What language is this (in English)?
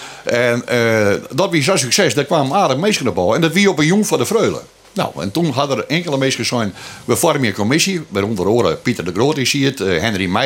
Western Frisian